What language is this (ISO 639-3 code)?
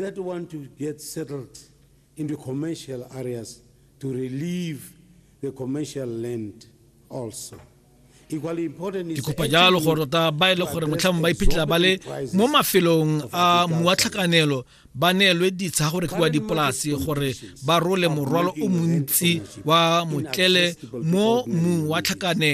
tsn